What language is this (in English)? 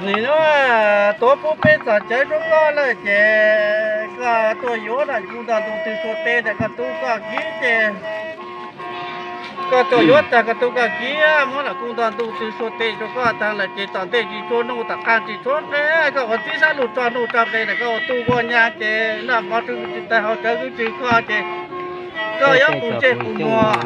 Hmong